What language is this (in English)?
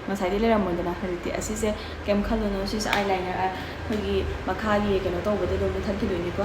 Manipuri